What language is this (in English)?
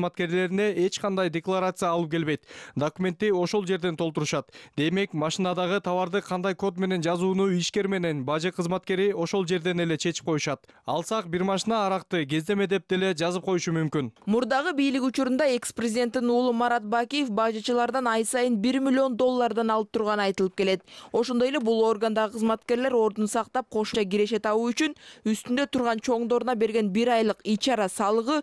Kyrgyz